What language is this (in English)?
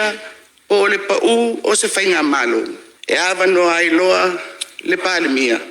Samoan